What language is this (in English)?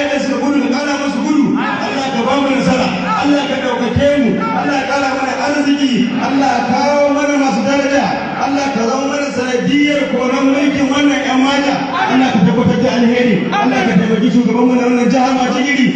Hausa